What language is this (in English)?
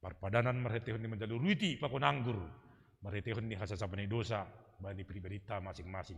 Batak Simalungun